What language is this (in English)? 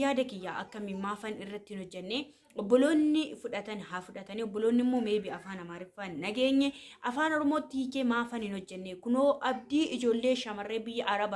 Oromo